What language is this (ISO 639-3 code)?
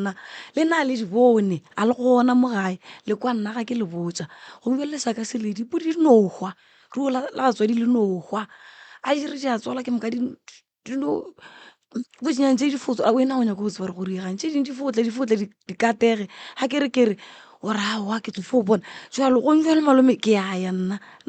nso